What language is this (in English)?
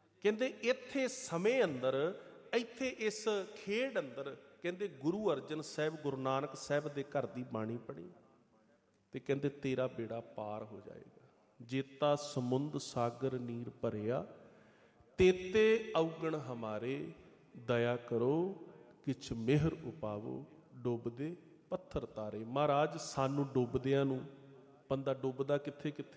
Punjabi